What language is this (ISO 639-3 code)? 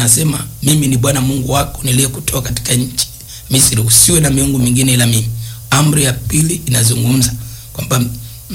swa